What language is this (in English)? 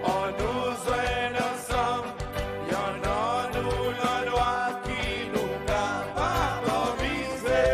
Seselwa Creole French